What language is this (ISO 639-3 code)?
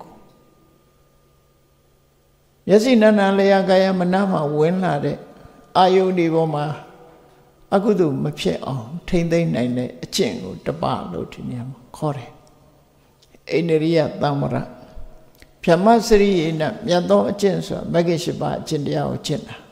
mya